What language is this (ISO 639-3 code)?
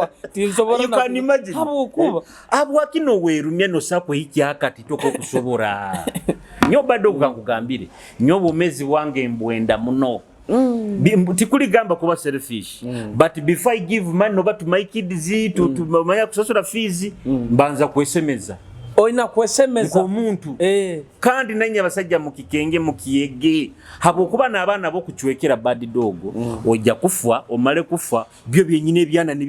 nyo